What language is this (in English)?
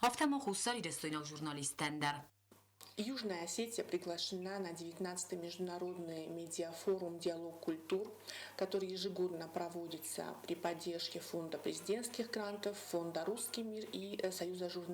Ossetic